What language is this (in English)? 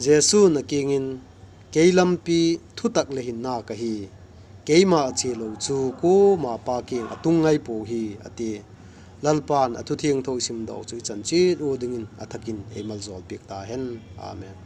Vaiphei